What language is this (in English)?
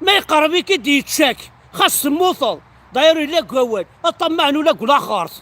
Kabyle